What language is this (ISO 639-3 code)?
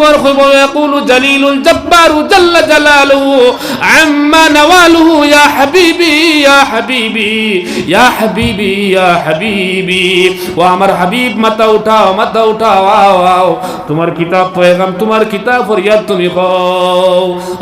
syl